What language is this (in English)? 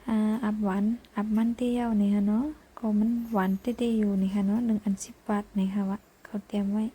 Shan